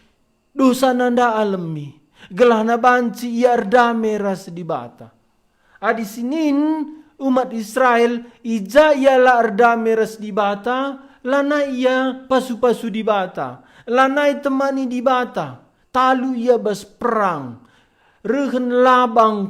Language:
Batak Karo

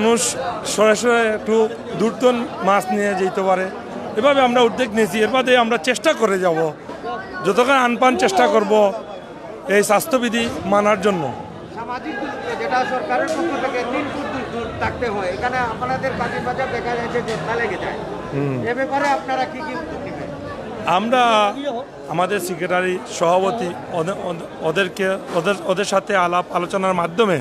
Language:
Sylheti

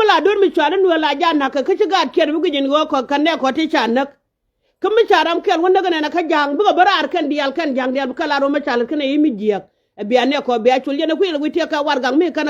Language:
Nuer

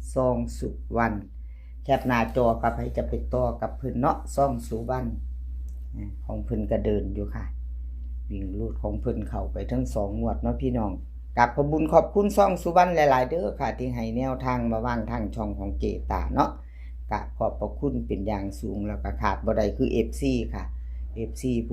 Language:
Northeastern Thai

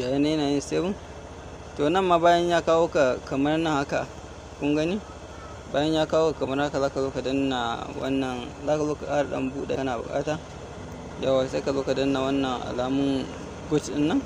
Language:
Hausa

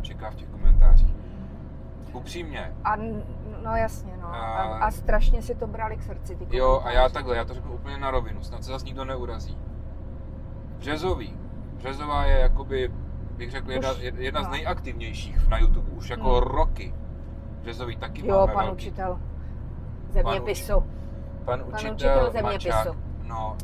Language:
Czech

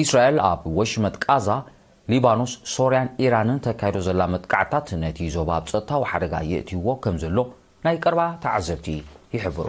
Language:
Tigrinya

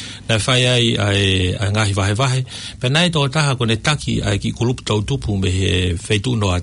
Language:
Tongan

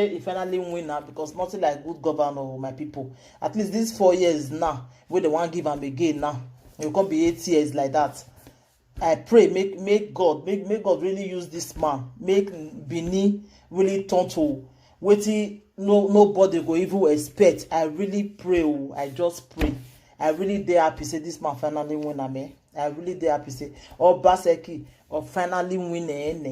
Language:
Nigerian Pidgin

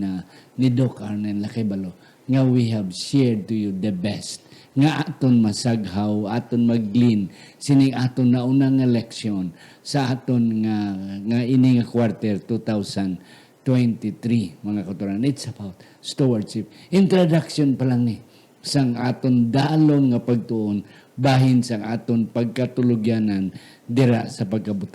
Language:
Hiligaynon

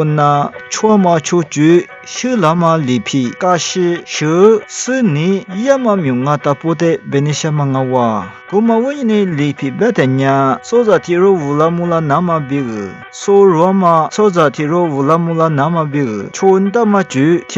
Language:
Lisu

